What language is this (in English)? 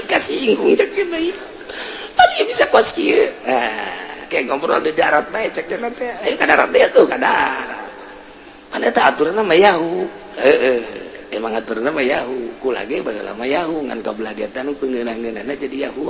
Sundanese